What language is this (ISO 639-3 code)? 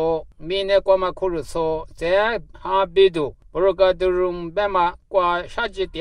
lis